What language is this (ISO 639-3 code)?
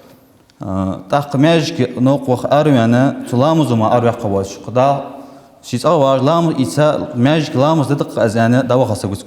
inh